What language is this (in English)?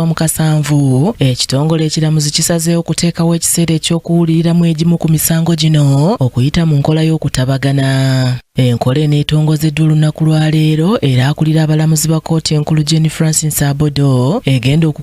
Ganda